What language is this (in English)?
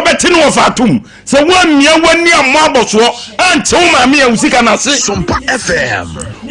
Akan